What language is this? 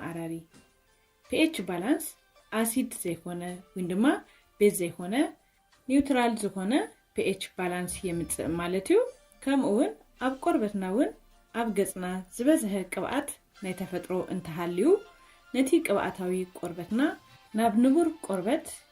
Tigrinya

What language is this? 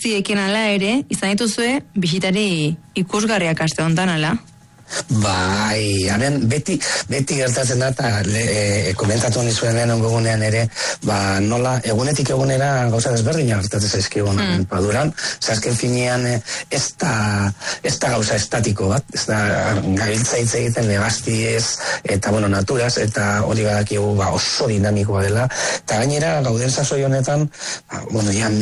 Basque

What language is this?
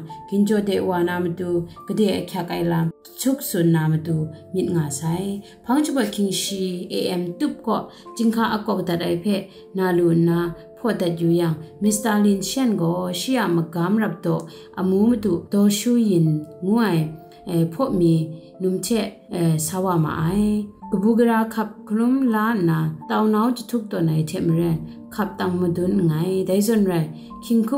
Kachin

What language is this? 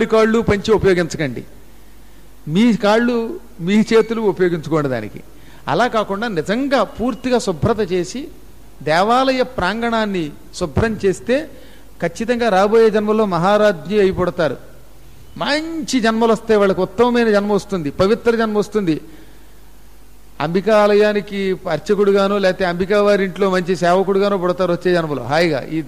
Telugu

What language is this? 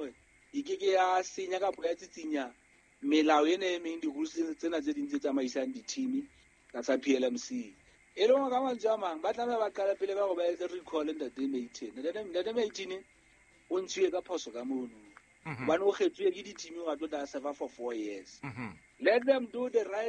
Southern Sotho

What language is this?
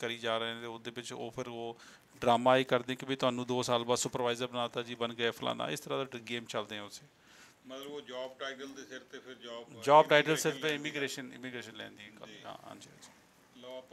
Punjabi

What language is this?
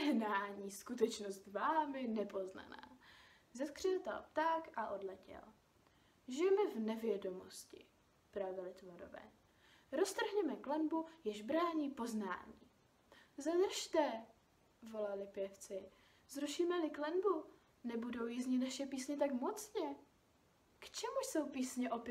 Czech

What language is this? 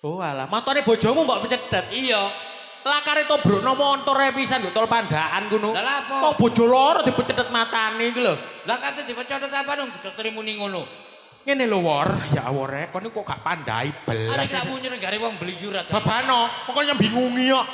Javanese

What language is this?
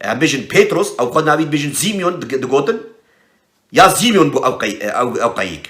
Kurdish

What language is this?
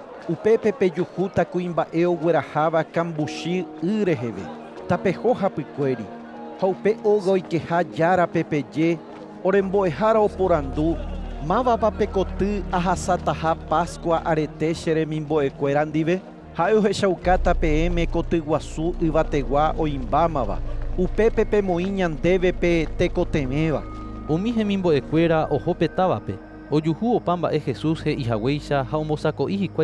Guarani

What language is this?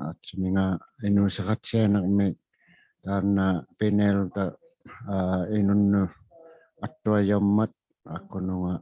Inuktitut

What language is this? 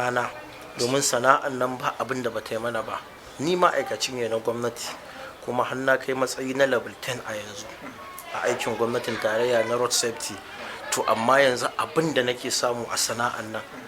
Hausa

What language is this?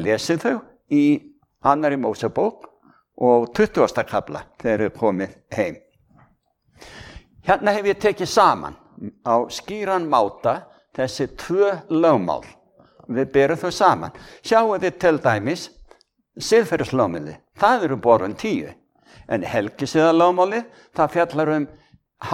Icelandic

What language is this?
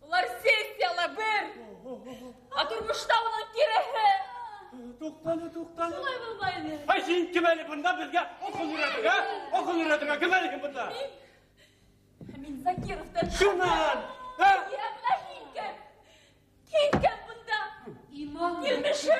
Bashkir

